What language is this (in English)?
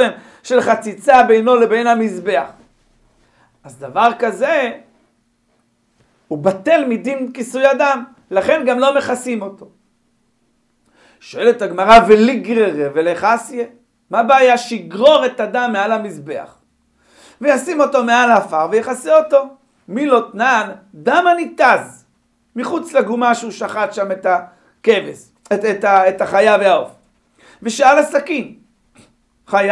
Hebrew